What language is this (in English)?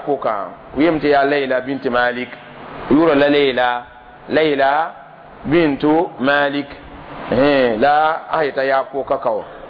Mossi